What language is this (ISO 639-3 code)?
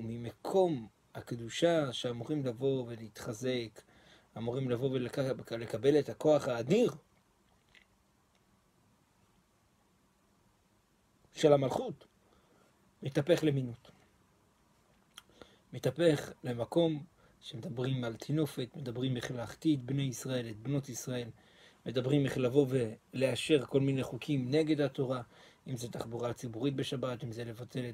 heb